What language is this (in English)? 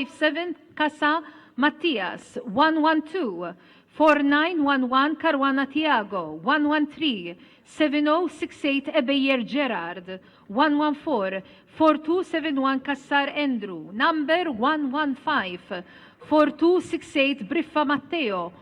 Maltese